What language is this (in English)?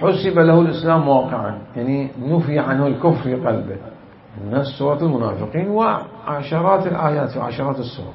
Mesopotamian Arabic